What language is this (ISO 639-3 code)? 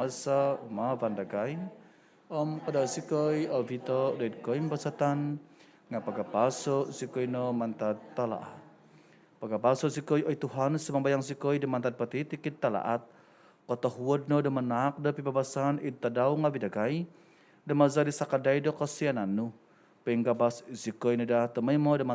dtp